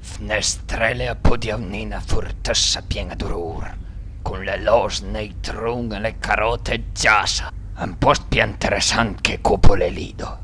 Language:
Piedmontese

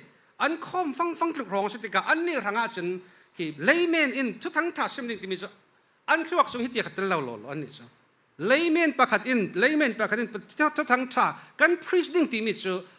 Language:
Falam Chin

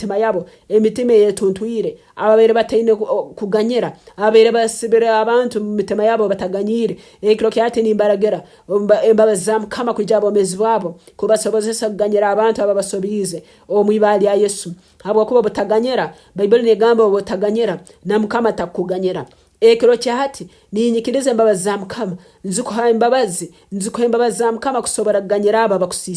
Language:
Nyankole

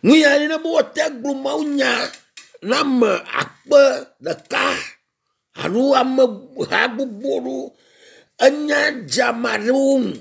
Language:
Ewe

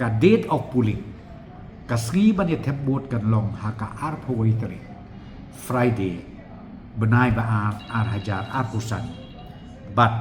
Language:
Khasi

